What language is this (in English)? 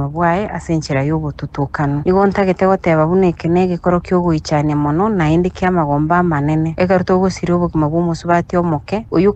Gusii